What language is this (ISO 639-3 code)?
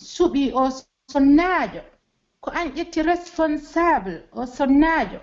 fuf